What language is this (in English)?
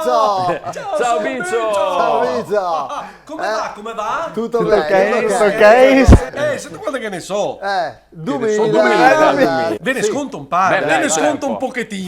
Venetian